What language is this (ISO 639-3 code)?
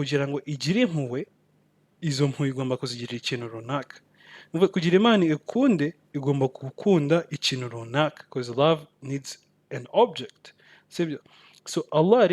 kin